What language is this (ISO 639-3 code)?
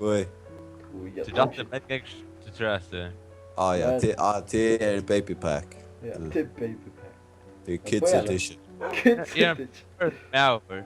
fao